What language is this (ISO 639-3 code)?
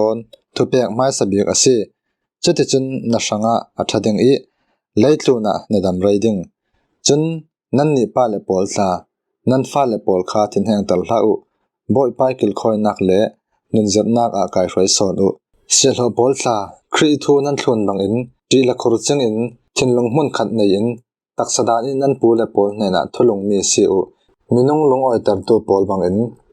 cfm